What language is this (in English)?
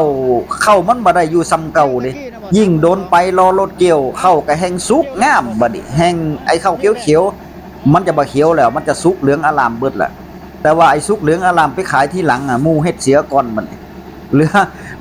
Northeastern Thai